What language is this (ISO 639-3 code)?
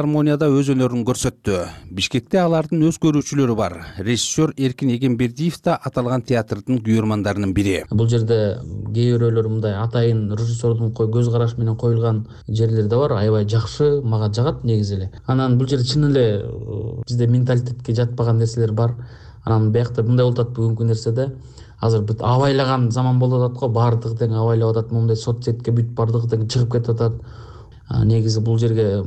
kir